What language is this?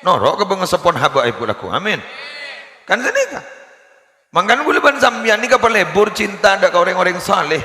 Madurese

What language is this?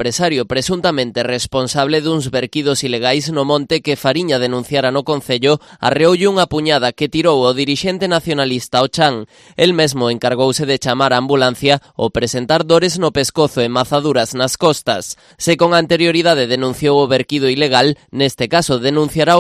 Galician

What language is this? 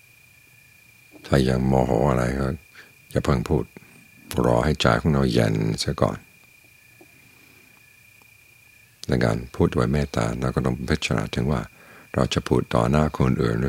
Thai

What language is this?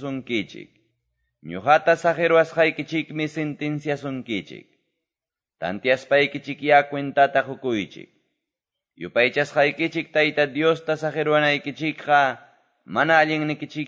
Quechua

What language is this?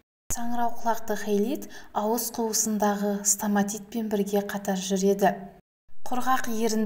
Kazakh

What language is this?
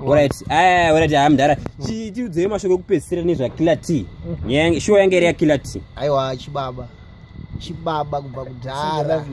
Shona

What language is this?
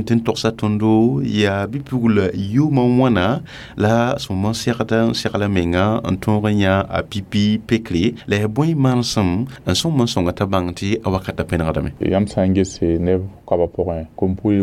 Mossi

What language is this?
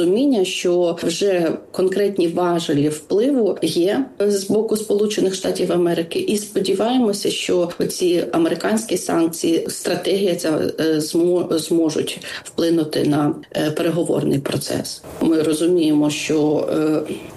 Ukrainian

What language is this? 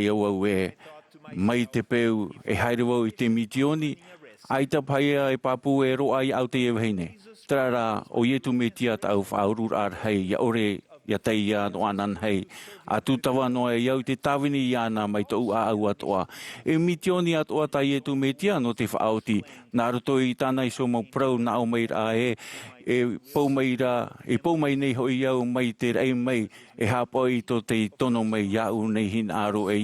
Tahitian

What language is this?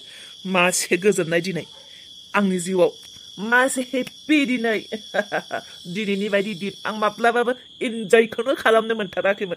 Bodo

